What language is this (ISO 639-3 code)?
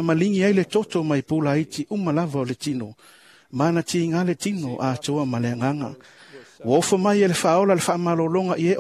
smo